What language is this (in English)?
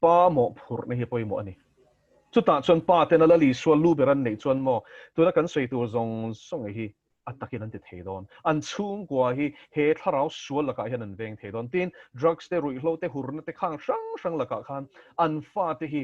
Mizo